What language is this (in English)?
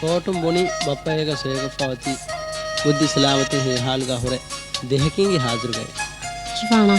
Divehi